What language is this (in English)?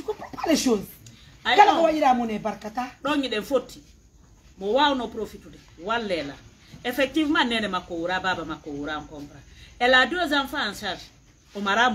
Pular